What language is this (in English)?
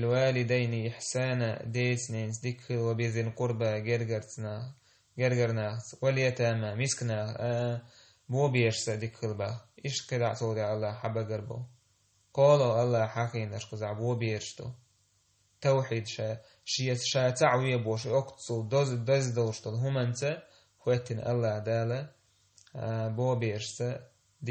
Chechen